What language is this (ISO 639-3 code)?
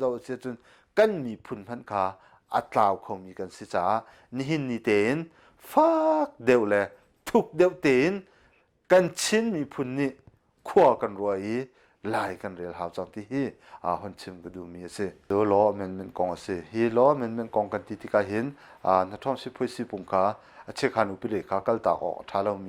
cnh